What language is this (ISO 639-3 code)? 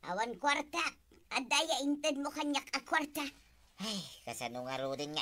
ilo